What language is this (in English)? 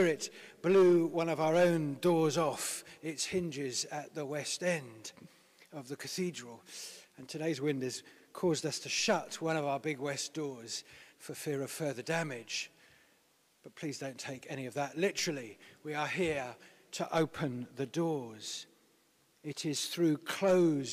English